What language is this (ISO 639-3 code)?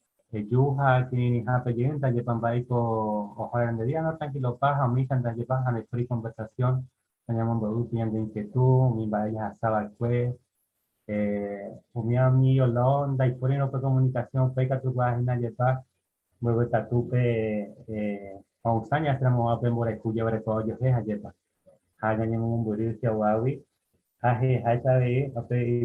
grn